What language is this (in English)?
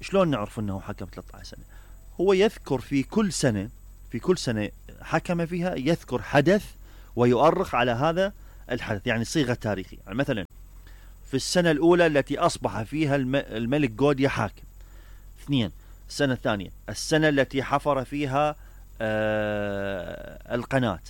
Mesopotamian Arabic